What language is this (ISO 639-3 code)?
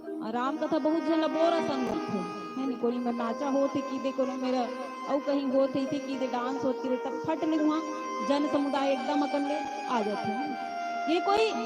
hne